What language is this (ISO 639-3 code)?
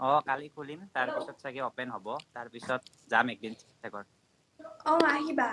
asm